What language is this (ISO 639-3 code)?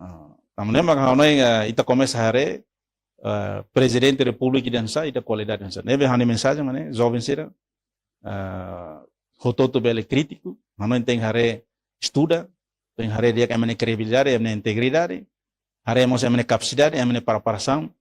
tet